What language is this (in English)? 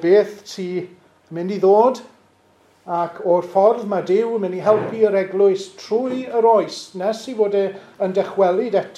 Welsh